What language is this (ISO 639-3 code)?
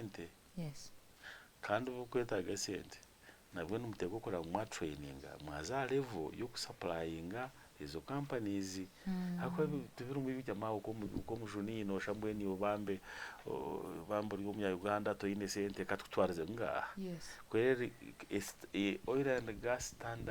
nyn